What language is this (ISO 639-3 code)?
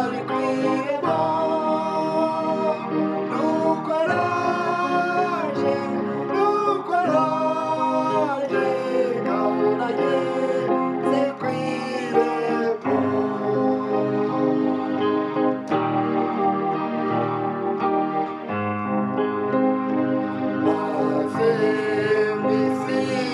kin